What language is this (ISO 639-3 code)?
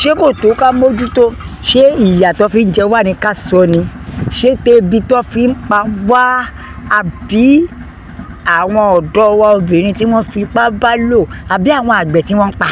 yor